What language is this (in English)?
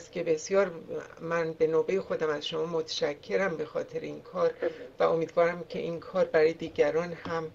Persian